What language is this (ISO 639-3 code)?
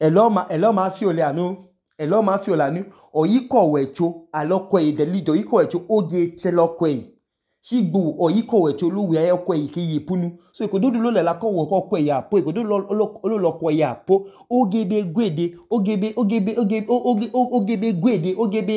idu